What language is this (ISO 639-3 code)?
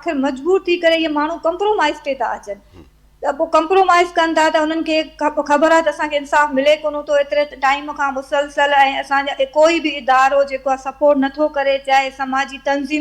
snd